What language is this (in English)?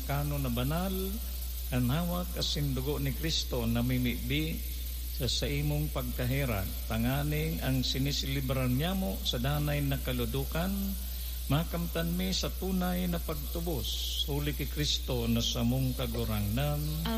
Bikol